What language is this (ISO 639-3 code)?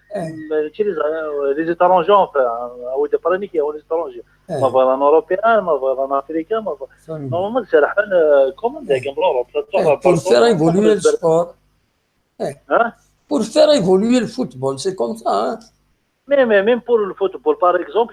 kab